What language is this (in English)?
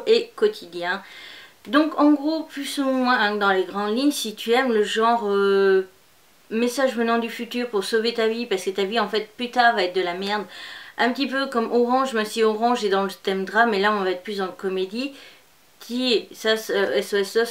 French